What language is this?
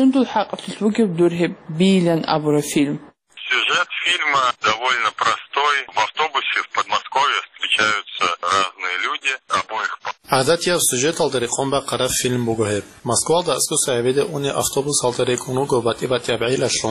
Avaric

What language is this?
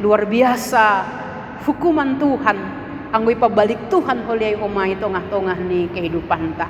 Batak Simalungun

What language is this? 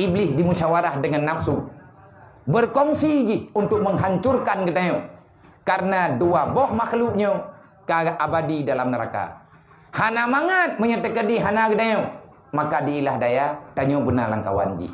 Achinese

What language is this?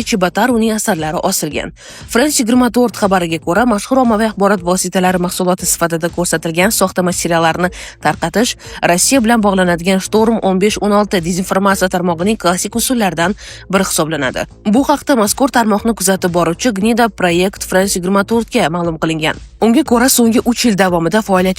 Uzbek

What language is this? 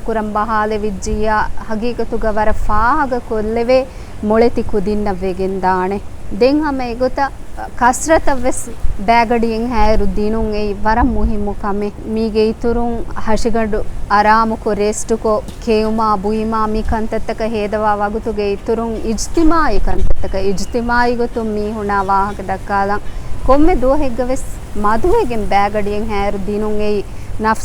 Divehi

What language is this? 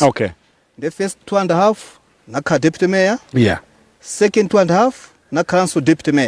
Nyanja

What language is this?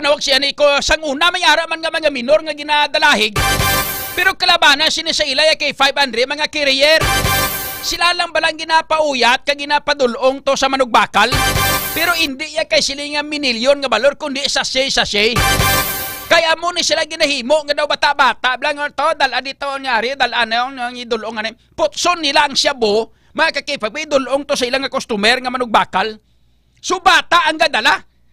Hiligaynon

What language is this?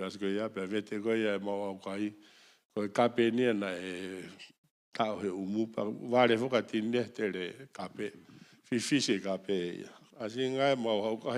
Tongan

